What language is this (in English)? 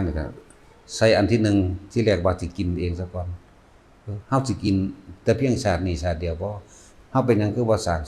Northeastern Thai